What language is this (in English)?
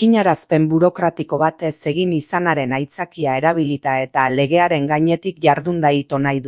Basque